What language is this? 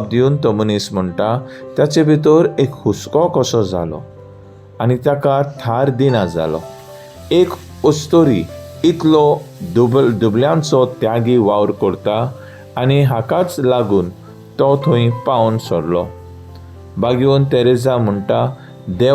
Konkani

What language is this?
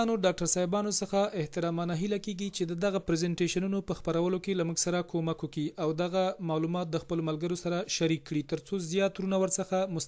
Pashto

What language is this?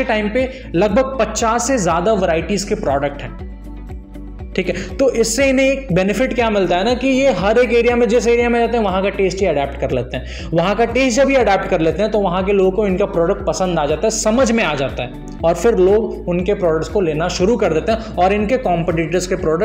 Hindi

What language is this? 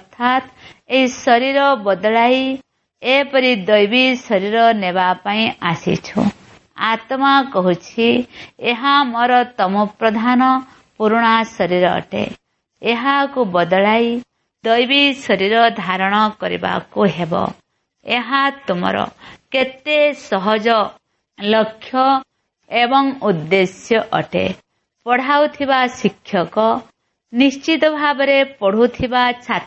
Odia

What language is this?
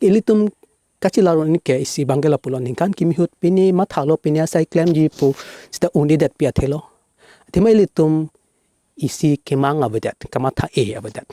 Karbi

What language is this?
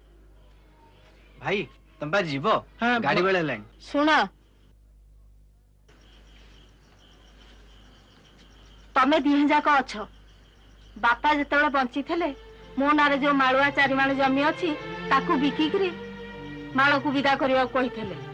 Odia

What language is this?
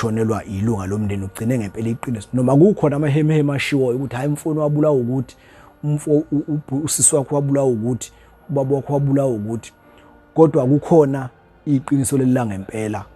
Zulu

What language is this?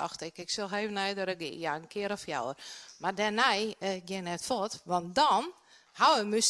Western Frisian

